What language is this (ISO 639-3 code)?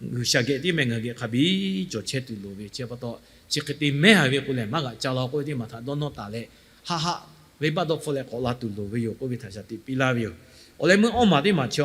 lhu